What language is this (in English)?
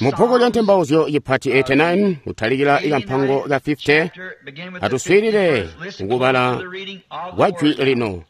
Tonga (Zambia)